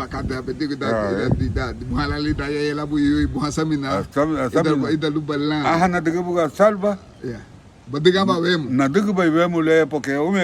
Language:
Garifuna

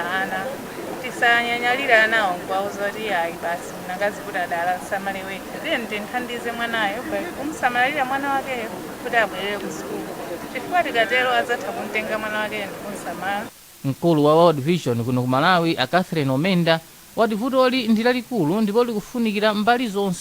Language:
Nyanja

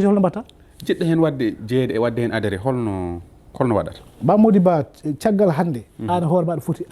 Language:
Fula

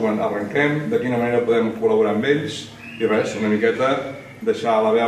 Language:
Catalan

